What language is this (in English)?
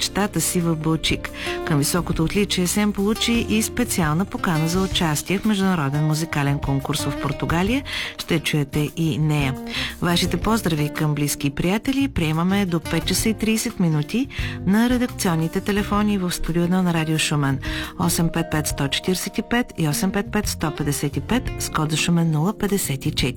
Bulgarian